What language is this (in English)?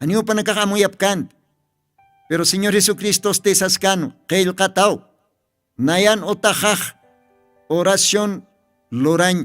Aymara